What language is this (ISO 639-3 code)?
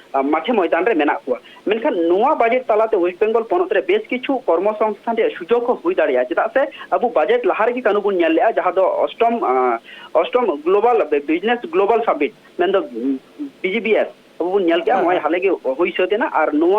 sat